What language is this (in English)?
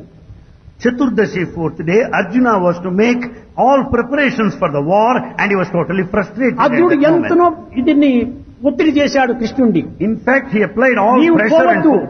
Telugu